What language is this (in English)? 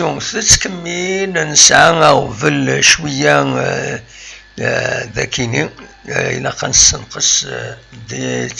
Kabyle